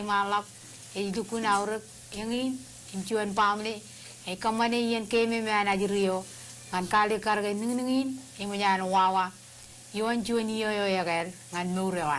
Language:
Marshallese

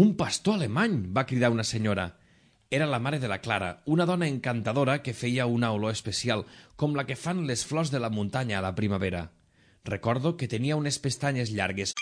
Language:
Catalan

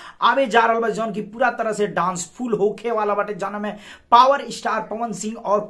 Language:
Bhojpuri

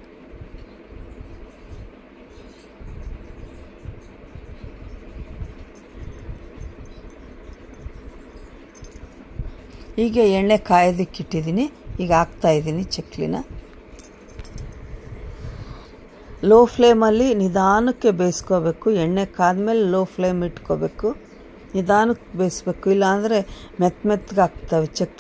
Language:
Kannada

